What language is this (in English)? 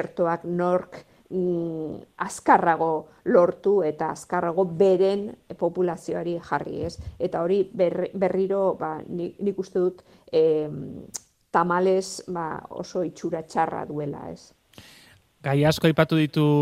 Basque